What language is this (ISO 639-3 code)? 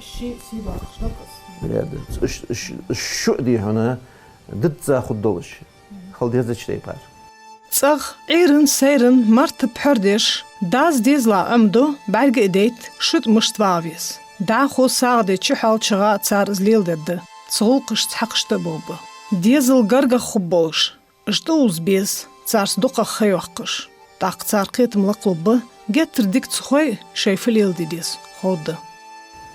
inh